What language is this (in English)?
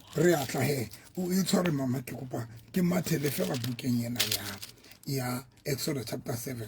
Southern Sotho